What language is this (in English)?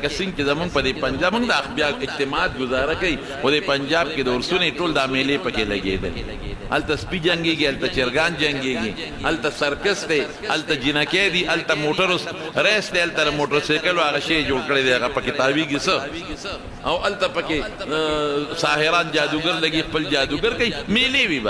Pashto